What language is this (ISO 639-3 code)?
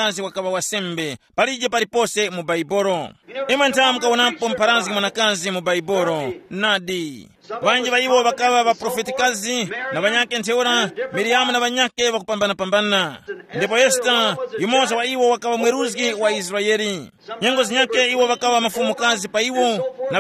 tum